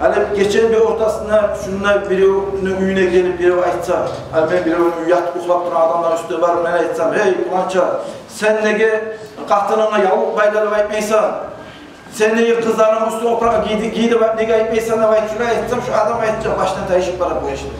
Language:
Kumyk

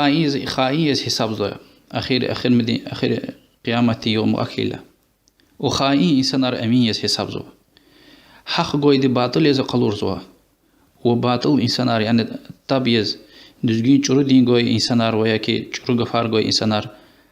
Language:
Lezghian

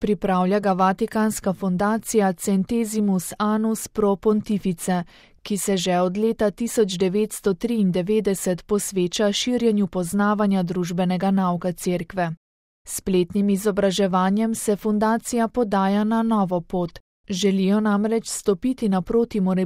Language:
Slovenian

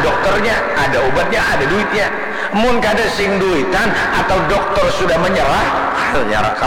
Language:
Banjar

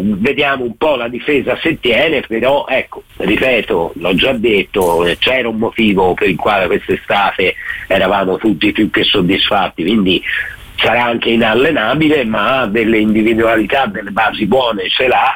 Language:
Italian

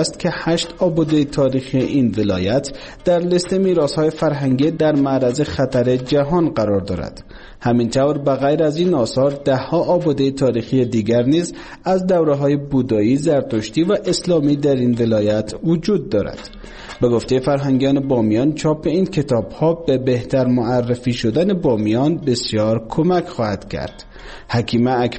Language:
Persian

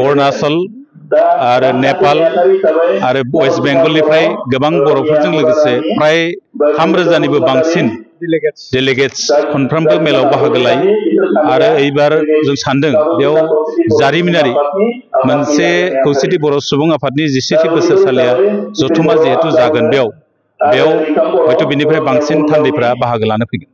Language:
Bodo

